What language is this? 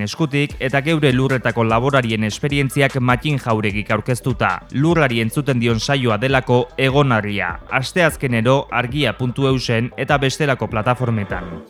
Basque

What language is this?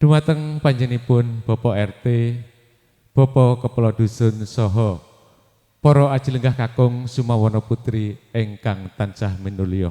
Javanese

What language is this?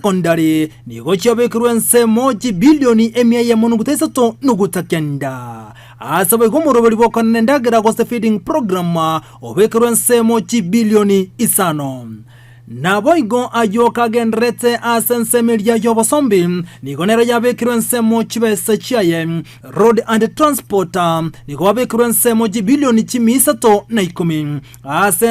Gusii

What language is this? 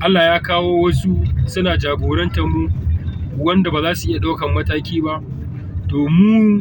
Hausa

